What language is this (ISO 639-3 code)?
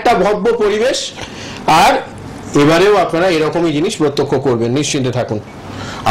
ben